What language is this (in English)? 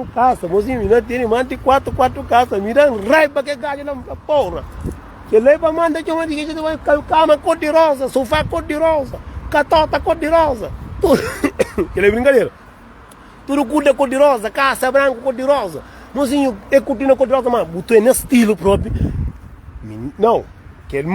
Kabuverdianu